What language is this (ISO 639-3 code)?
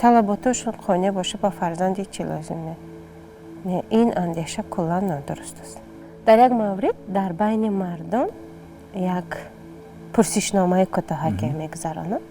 tgk